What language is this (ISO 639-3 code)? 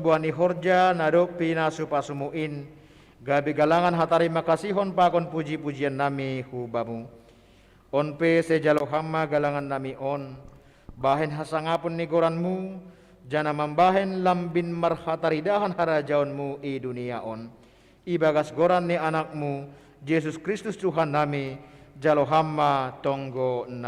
bts